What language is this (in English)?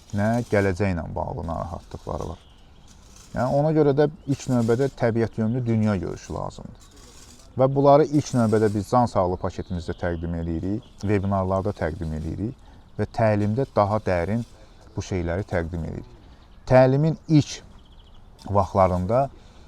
Azerbaijani